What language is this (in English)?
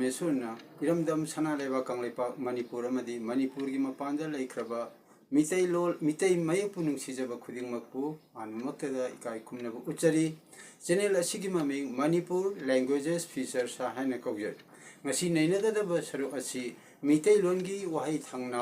Manipuri